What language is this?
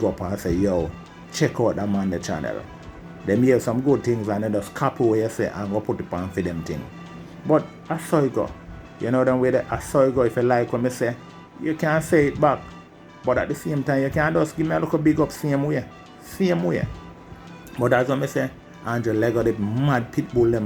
Jamaican Creole English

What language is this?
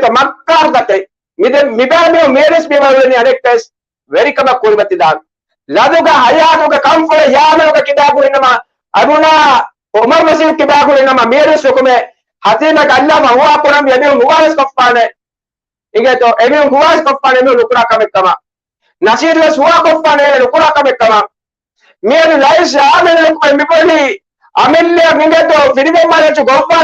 Divehi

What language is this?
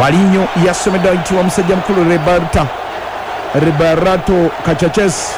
Ganda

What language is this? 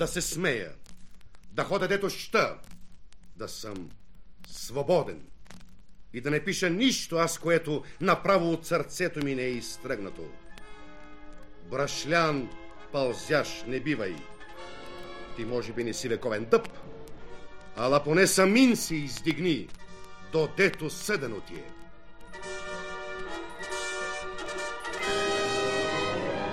Bulgarian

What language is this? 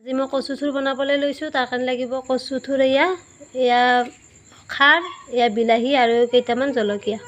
Assamese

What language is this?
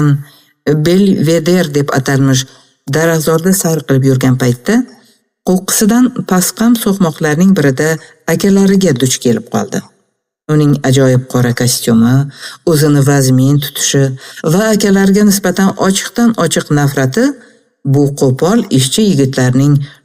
Uzbek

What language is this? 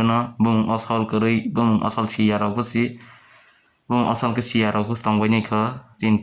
Kok Borok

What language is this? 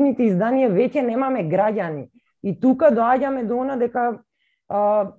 Macedonian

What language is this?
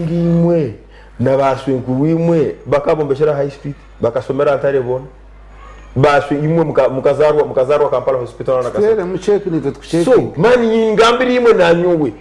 Nyankole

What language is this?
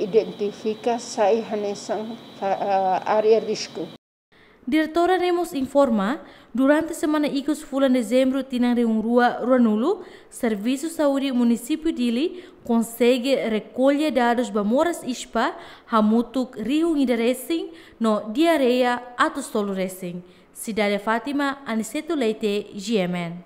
Tetum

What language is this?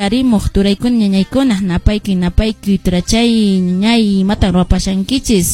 Quechua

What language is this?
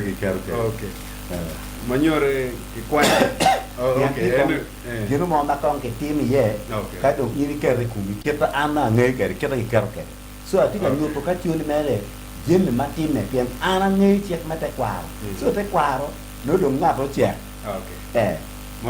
Acoli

